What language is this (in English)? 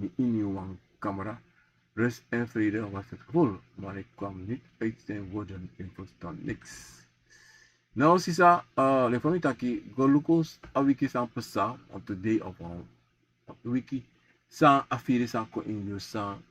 Sranan Tongo